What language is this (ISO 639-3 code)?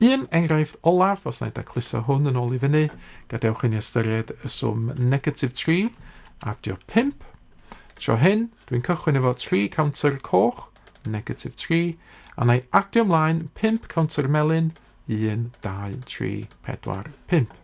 cym